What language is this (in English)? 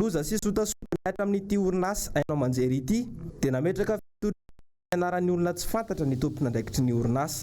Malagasy